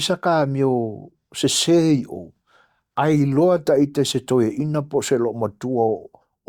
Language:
Samoan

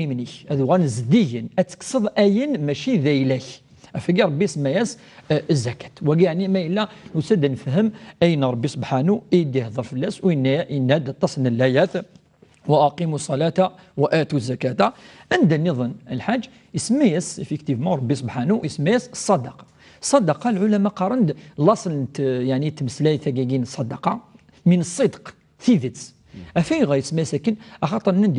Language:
Kabyle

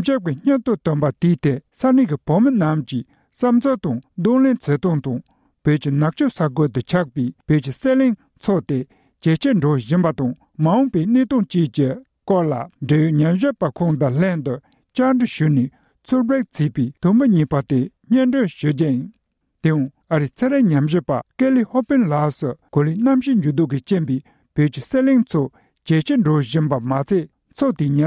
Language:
Tibetan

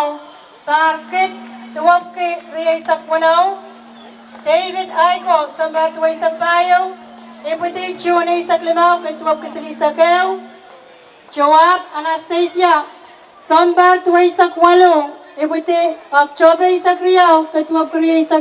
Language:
Pohnpeian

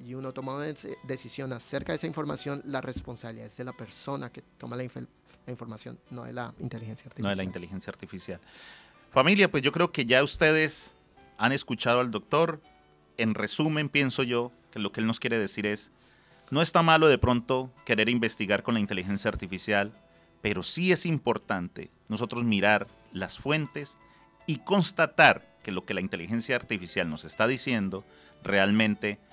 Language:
Spanish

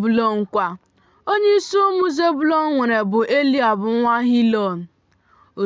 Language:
Igbo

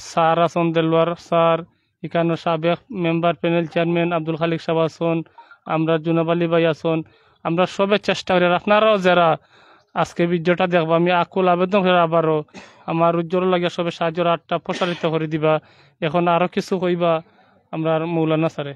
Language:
Sylheti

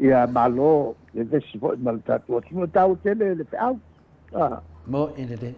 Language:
Samoan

